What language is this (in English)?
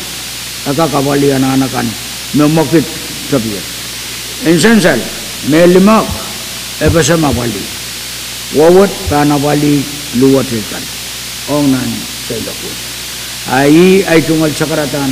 Pohnpeian